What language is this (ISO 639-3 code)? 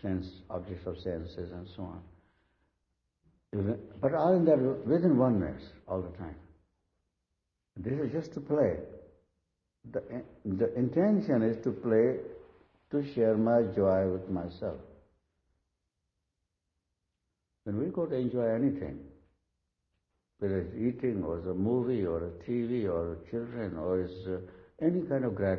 eng